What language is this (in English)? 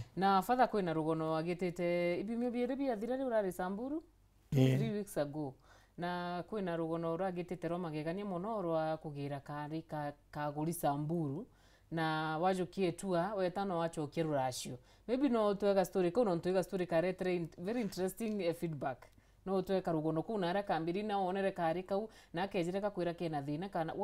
Meru